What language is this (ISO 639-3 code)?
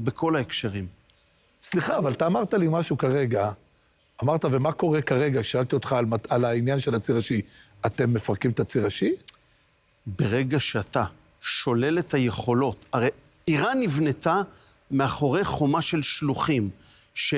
heb